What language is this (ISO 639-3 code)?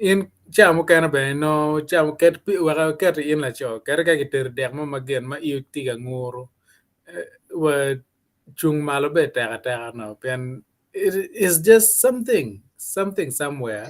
ach